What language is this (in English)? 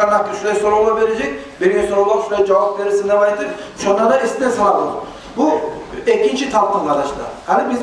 Kumyk